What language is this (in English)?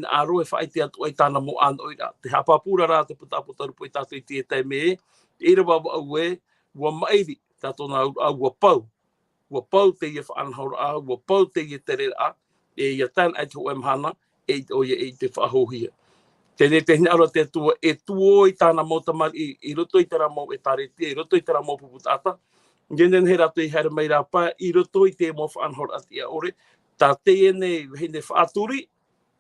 Tahitian